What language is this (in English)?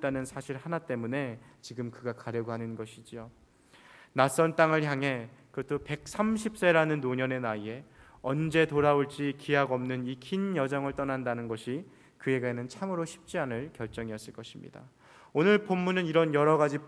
Korean